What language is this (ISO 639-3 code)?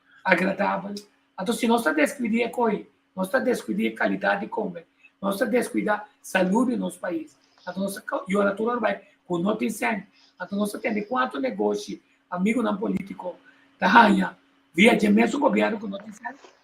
pap